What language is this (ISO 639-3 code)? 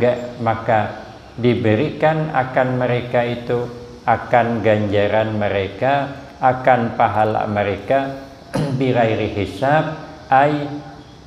bjn